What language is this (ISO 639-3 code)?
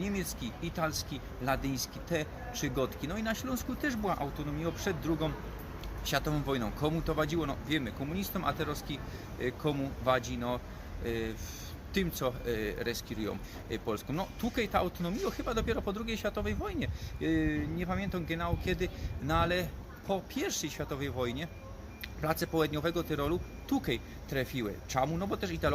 szl